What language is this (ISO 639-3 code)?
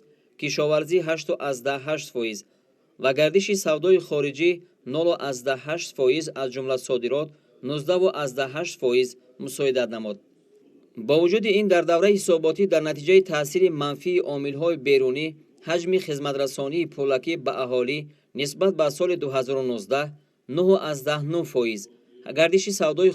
tgk